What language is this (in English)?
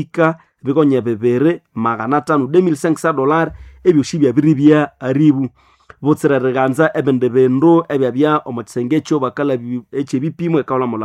Nande